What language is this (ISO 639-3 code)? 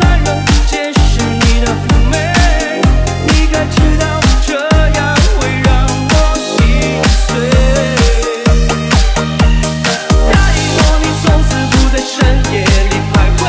zho